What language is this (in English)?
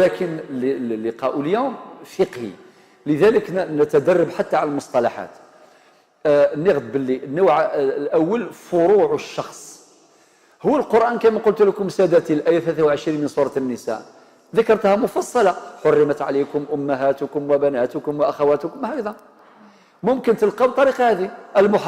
Algerian Arabic